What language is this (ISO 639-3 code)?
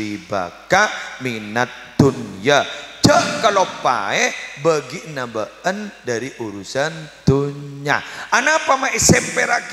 mad